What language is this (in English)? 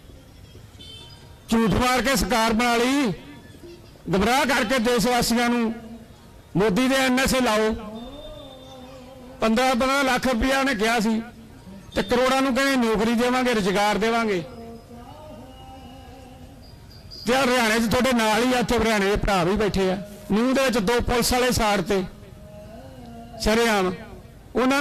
Punjabi